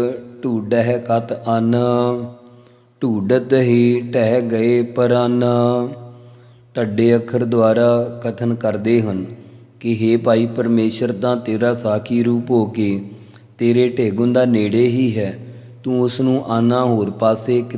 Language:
Punjabi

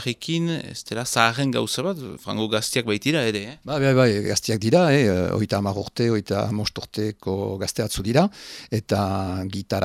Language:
Basque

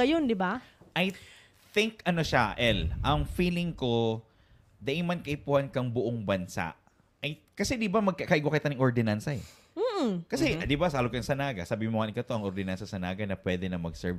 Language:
Bikol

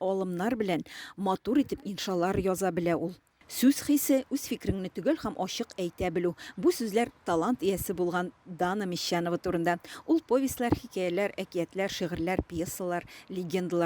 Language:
Tatar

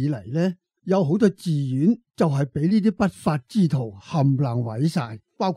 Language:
Cantonese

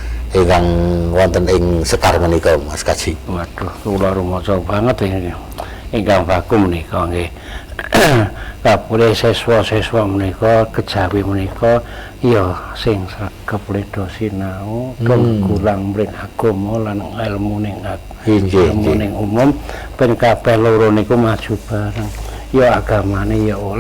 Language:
Javanese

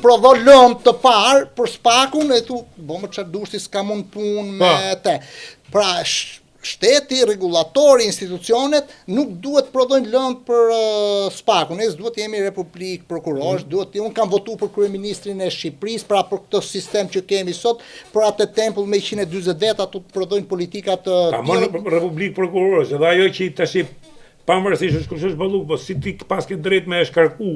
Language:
Albanian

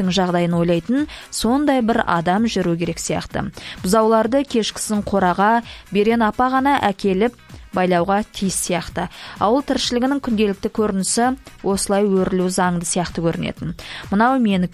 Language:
Kazakh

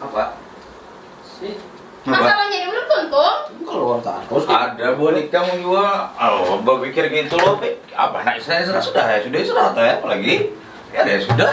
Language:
Banjar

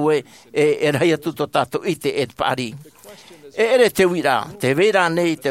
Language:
Tahitian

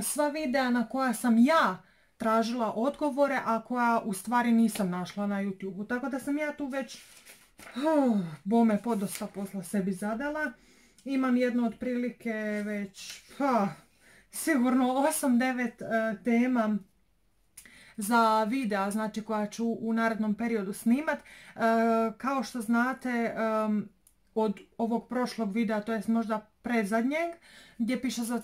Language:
Croatian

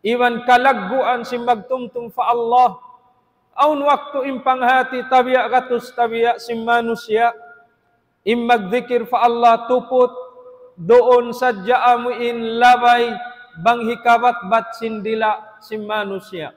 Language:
Tausug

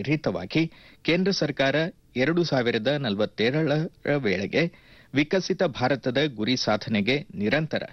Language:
Kannada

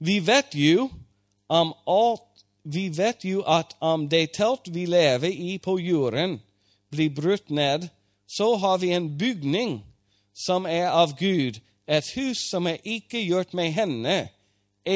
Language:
Norwegian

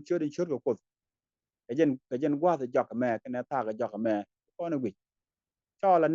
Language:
Nuer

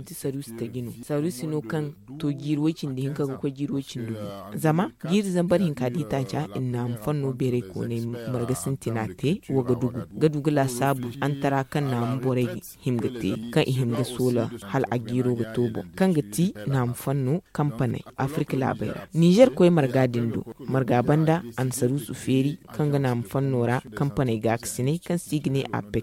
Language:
Zarma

